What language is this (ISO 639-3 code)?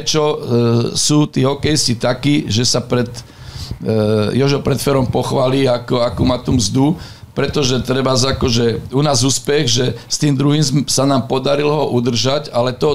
slk